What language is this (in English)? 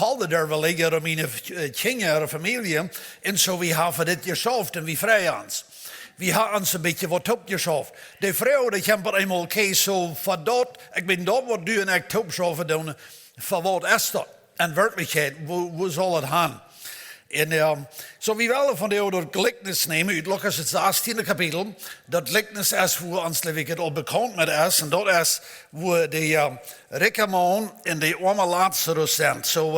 Plautdietsch